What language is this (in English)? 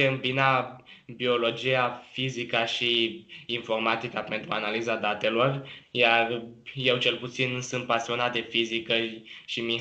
Romanian